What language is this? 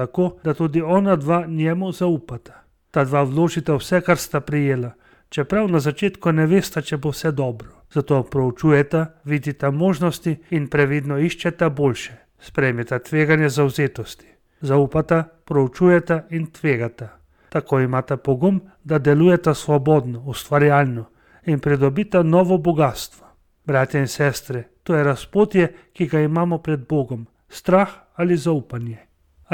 Slovenian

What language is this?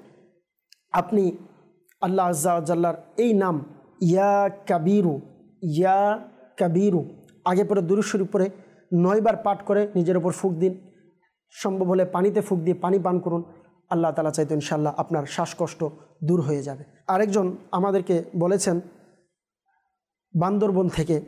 Bangla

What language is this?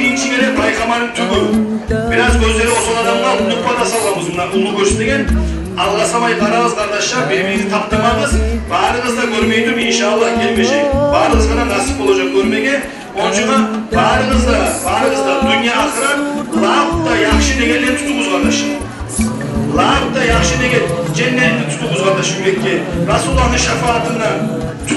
Kumyk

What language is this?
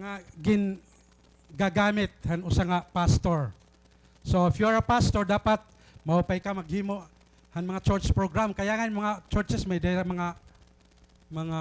Waray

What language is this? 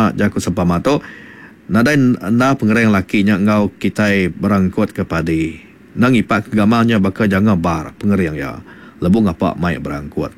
Iban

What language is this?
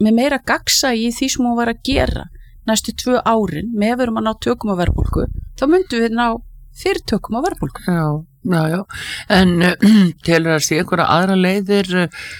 Icelandic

